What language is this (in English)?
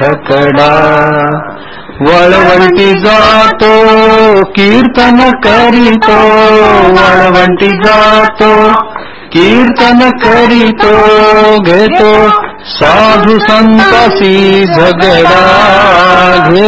Marathi